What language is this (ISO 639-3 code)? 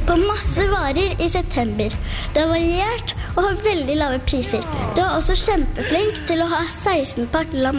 nor